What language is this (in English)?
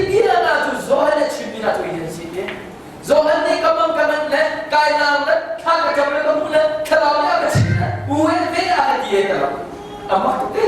Hakha Chin